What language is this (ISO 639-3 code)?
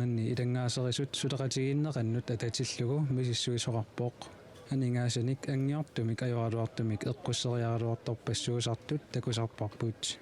kal